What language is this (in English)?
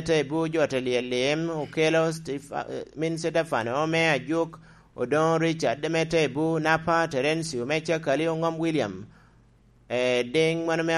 Lango (Uganda)